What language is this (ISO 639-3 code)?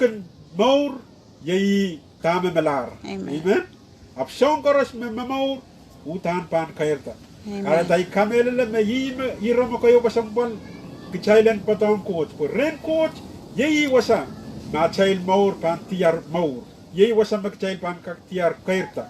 pon